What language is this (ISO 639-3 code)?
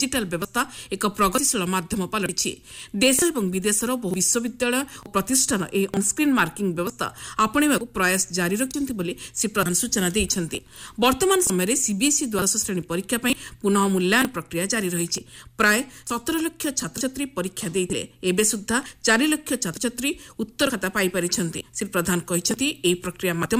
ori